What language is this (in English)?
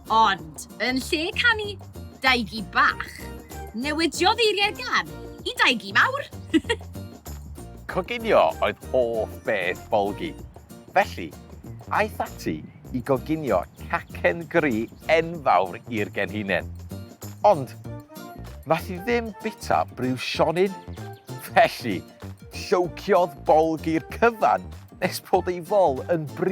Welsh